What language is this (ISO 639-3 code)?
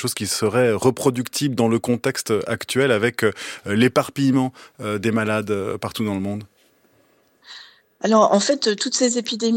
fra